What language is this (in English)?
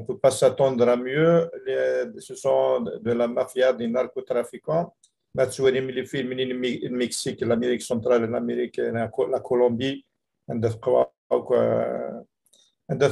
Kabyle